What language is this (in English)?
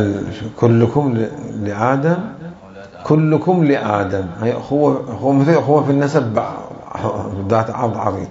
Mesopotamian Arabic